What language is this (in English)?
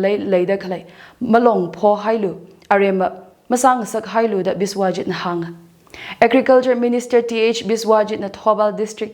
Tangkhul Naga (India)